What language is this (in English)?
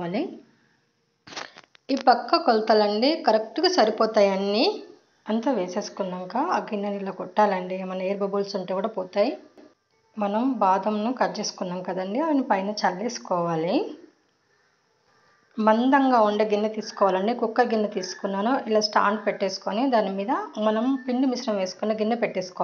Telugu